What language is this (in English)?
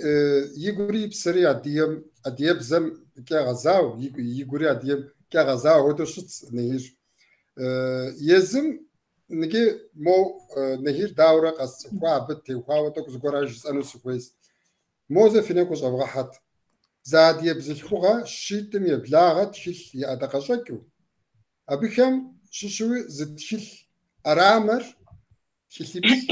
Kabardian